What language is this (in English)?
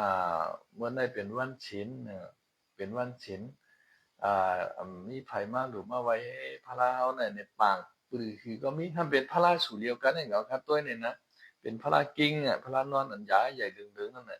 Shan